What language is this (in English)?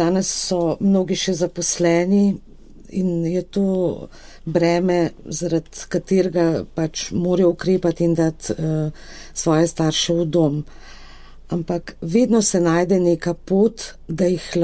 Slovenian